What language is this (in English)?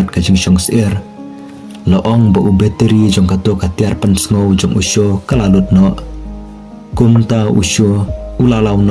Khasi